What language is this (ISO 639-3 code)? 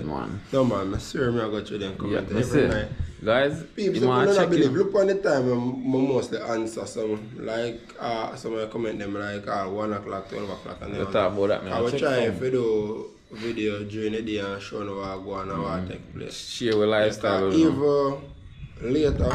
jam